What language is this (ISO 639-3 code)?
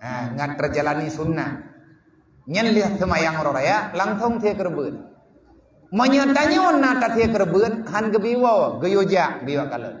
ace